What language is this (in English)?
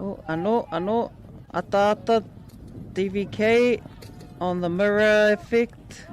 Māori